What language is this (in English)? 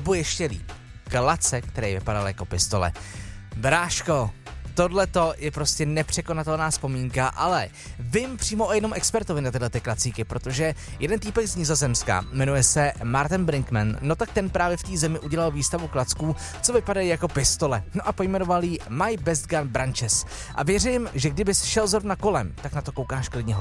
Czech